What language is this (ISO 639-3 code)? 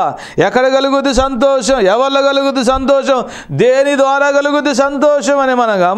tel